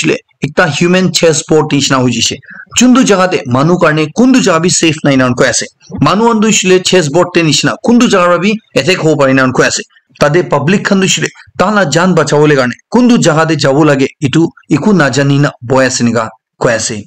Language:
Naga Pidgin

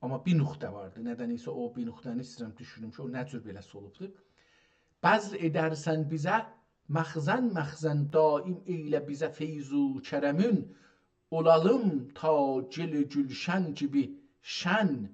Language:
South Azerbaijani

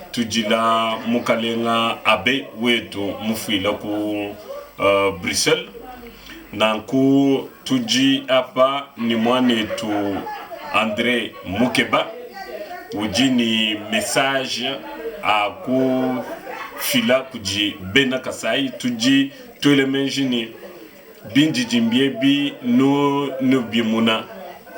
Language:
Luba-Lulua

